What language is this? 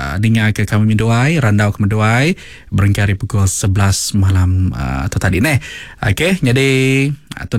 Iban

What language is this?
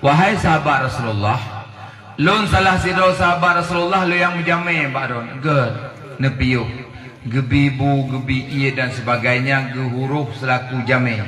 Achinese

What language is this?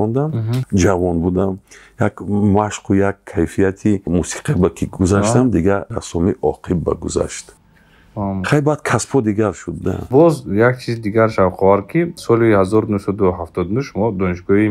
Tajik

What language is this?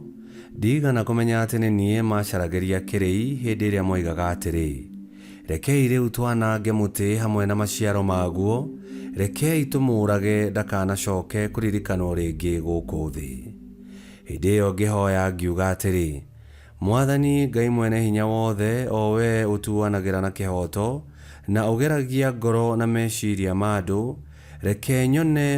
Kikuyu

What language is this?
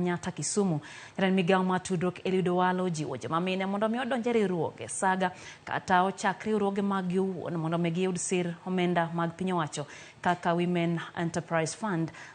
Luo (Kenya and Tanzania)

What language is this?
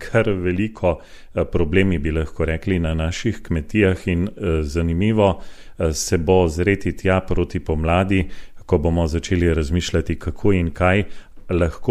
Slovenian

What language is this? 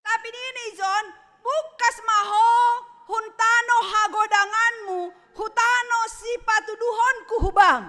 Batak Simalungun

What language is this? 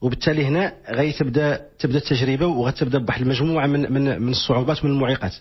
Moroccan Arabic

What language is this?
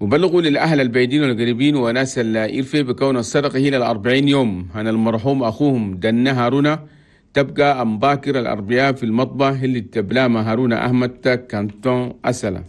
Chadian Arabic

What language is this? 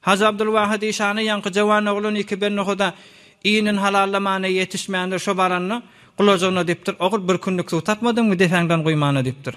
Turkmen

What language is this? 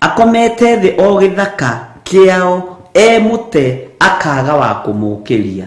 Kikuyu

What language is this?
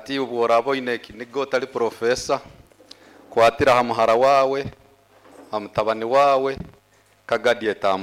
Nyoro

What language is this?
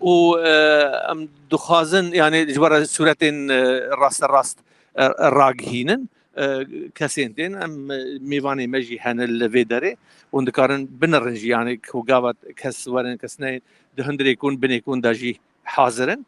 Kurdish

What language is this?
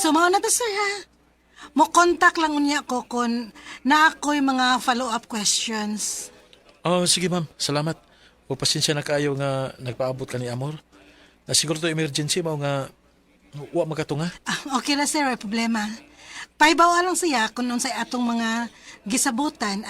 Cebuano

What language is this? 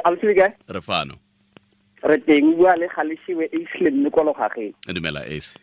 Tswana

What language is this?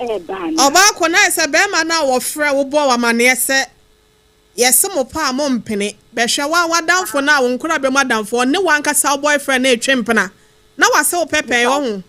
Akan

